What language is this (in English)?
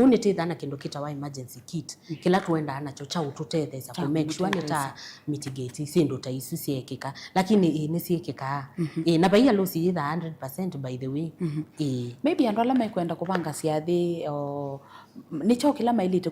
Kamba